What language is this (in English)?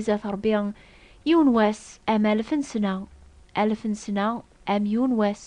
Kabyle